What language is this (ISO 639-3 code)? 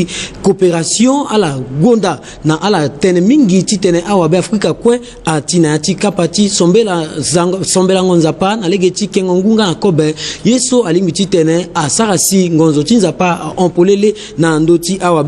sag